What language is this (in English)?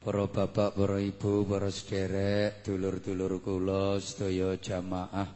Javanese